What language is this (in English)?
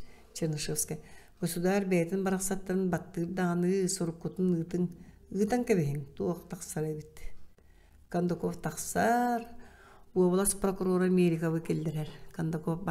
Yakut